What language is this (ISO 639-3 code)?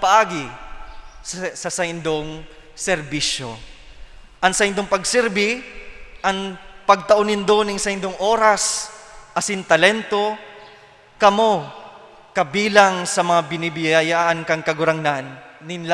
bik